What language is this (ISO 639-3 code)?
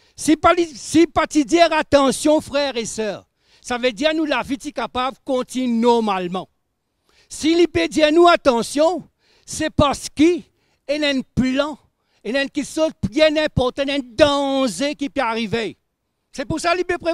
mfe